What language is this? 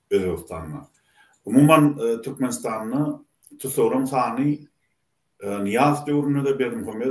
Turkmen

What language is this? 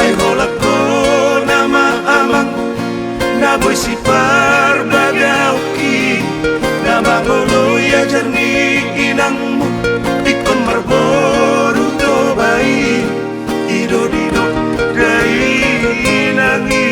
Batak Toba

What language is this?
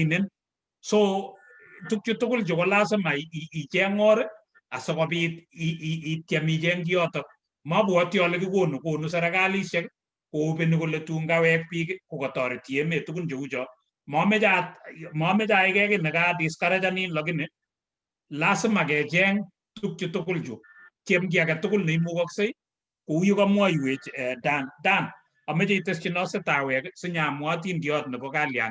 Kalenjin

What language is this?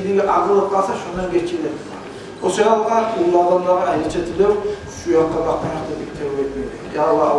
Kumyk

